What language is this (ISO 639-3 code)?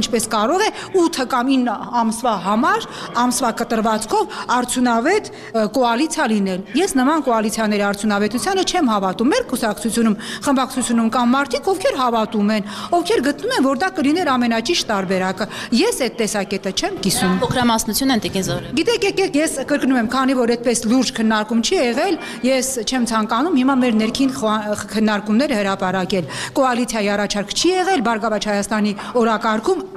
hye